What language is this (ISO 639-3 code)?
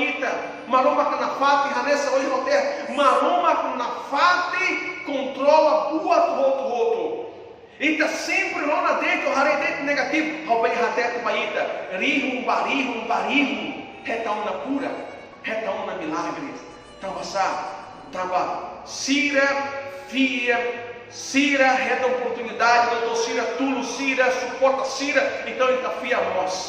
tet